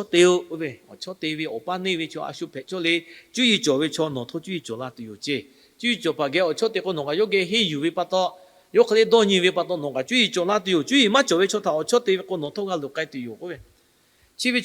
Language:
Lahu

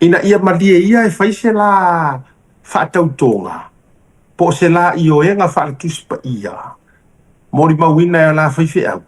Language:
Samoan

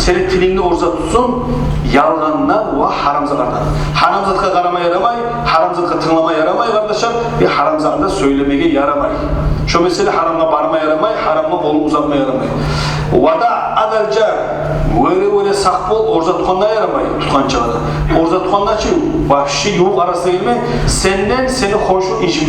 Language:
Kumyk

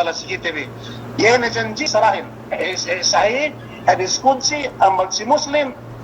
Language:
Yakan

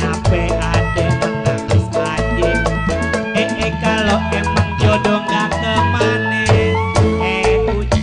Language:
Betawi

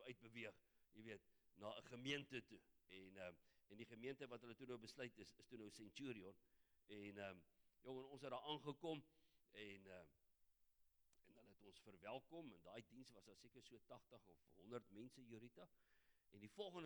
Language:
Afrikaans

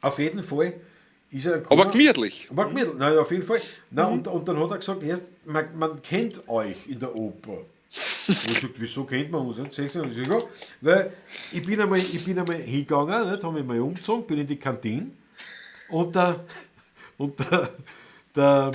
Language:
Bavarian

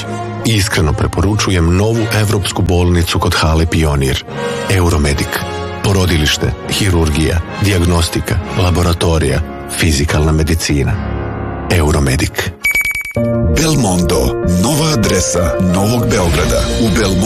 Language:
Serbian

